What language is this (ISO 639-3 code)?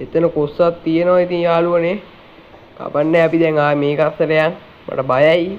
sin